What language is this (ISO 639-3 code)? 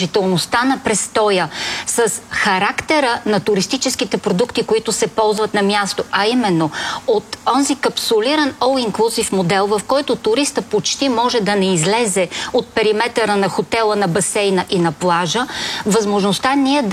bul